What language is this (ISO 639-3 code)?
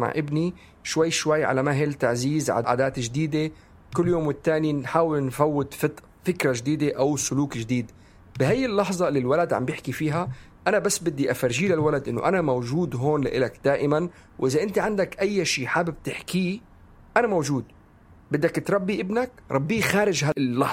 apc